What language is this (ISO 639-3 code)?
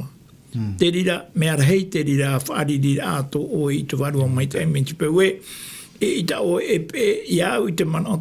tah